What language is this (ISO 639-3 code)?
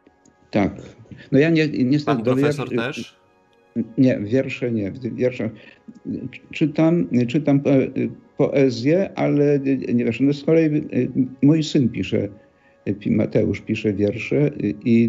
pol